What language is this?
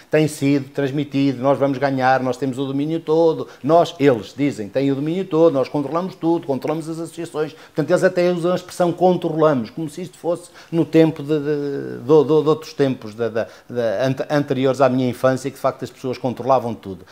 Portuguese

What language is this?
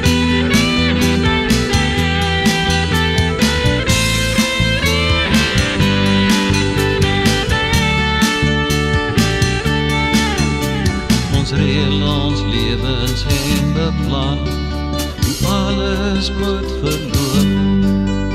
Afrikaans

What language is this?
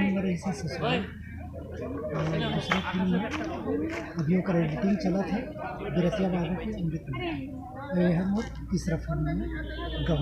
Chhattisgarhi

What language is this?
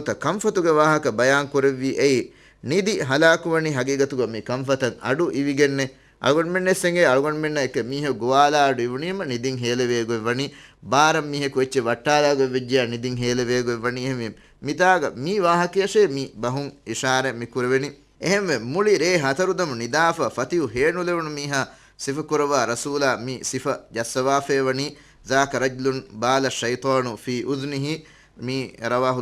Divehi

